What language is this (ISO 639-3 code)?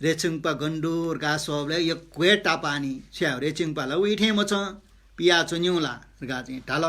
new